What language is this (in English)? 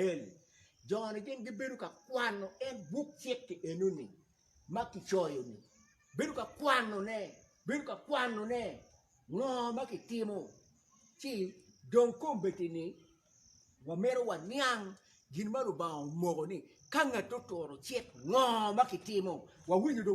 Acoli